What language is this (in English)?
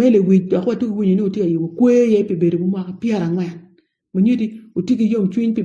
Acoli